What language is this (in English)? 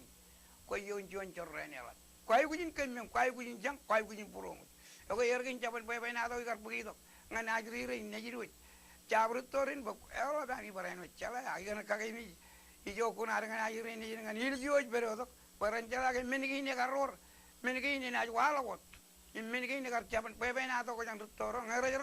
Marshallese